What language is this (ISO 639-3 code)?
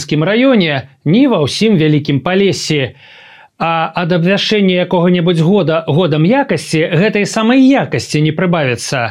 bel